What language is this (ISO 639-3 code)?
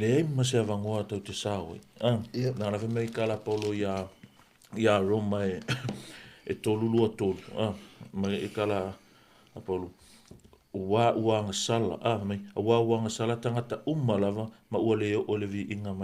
smo